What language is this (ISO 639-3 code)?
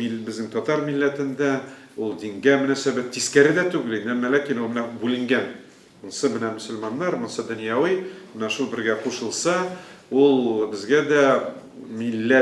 tat